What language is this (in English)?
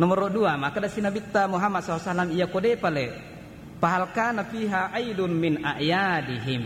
Buginese